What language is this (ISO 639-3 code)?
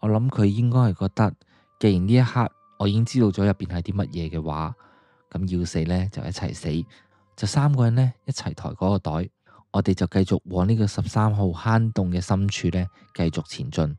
yue